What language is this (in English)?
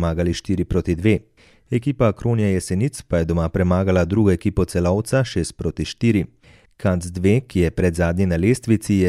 Slovenian